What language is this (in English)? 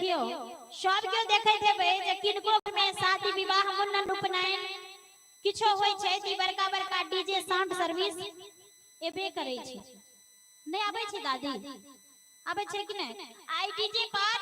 Maithili